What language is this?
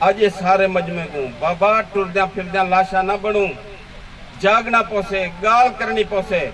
Saraiki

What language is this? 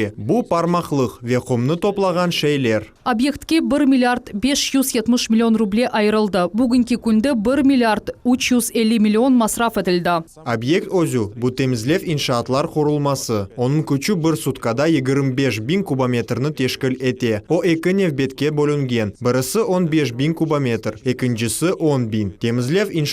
Crimean Tatar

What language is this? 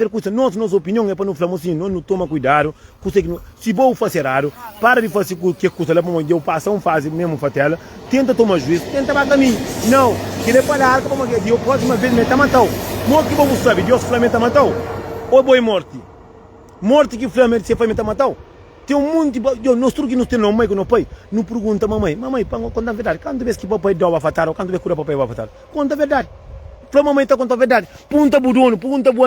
Kabuverdianu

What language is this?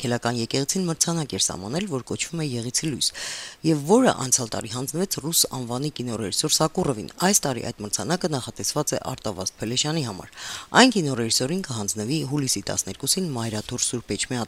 Armenian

